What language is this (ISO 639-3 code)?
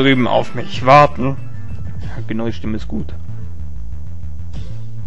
deu